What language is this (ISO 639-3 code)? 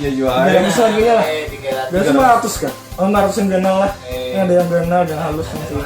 bjn